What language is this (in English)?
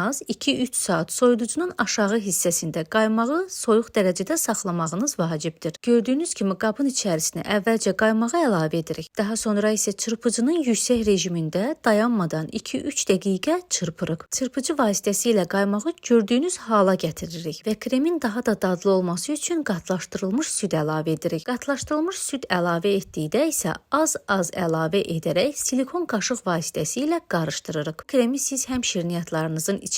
Azerbaijani